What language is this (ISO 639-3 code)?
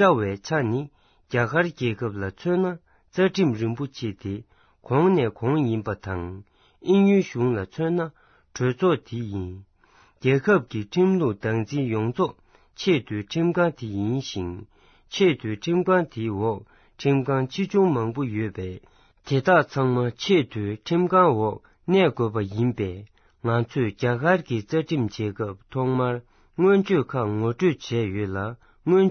bod